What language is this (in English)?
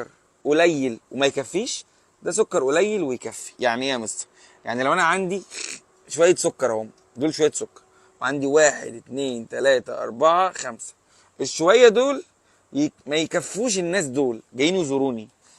Egyptian Arabic